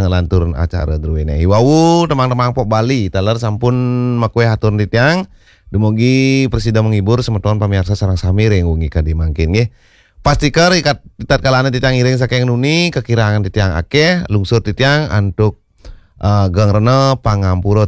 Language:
Balinese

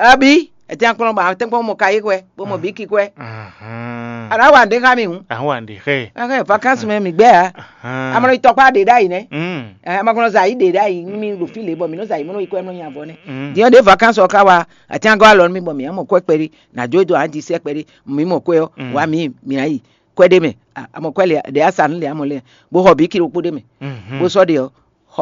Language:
Fon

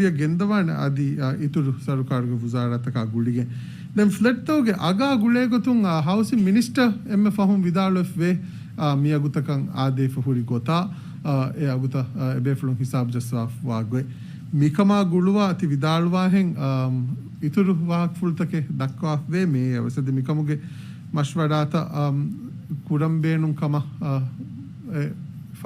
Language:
Divehi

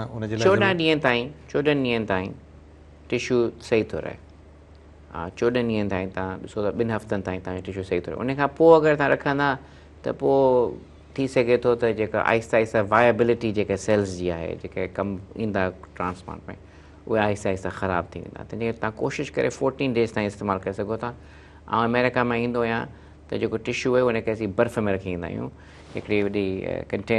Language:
Sindhi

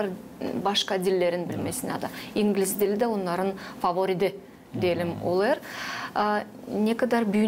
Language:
Gagauz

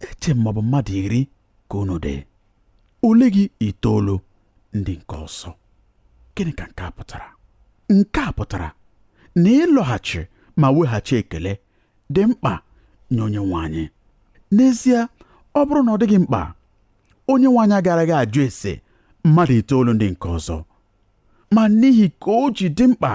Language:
Igbo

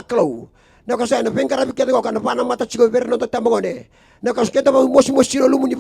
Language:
Fijian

